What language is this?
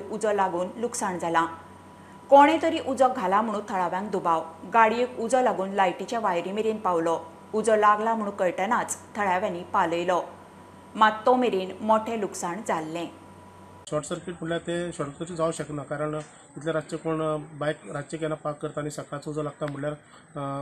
Konkani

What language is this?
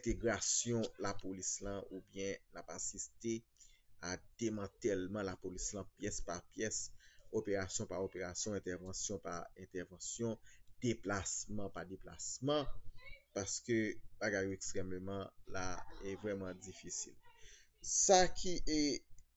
Haitian Creole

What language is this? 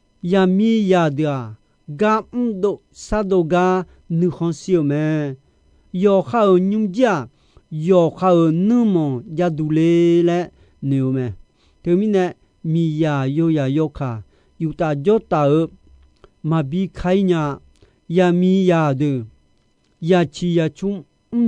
Akha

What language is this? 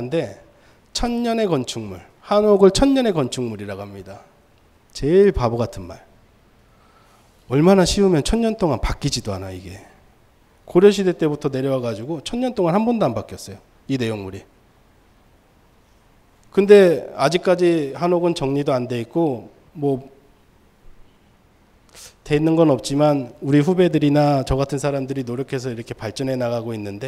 Korean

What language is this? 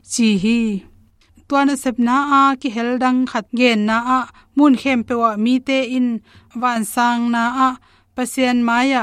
Tedim Chin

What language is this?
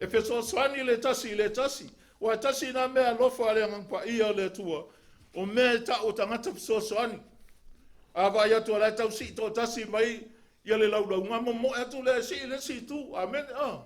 Samoan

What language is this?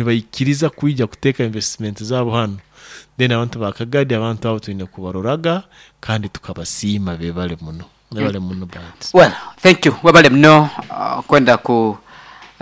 Nyoro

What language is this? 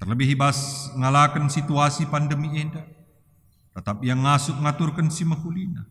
Batak Karo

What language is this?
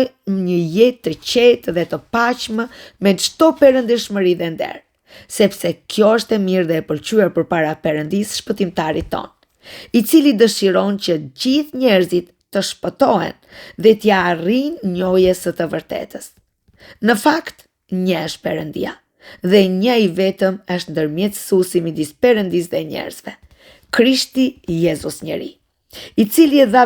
Albanian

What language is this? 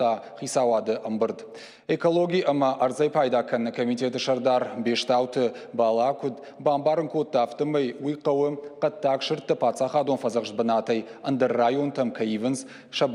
Ossetic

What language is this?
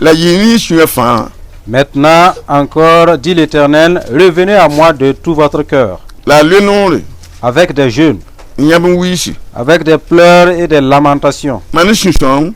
Mossi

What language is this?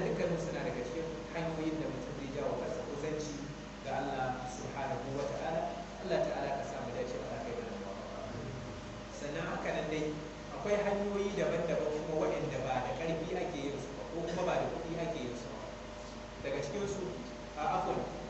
Hausa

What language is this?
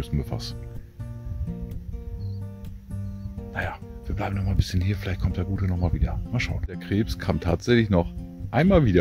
German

